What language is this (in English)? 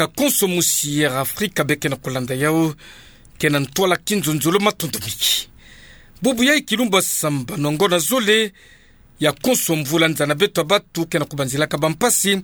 Kituba (Democratic Republic of Congo)